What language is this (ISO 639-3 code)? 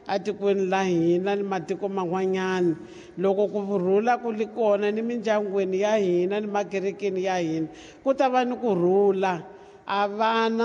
tso